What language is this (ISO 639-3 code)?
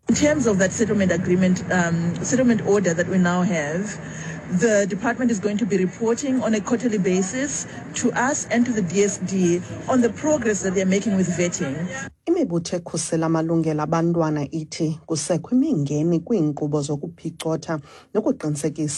xho